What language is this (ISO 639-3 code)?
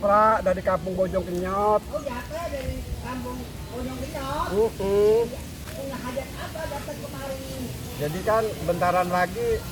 bew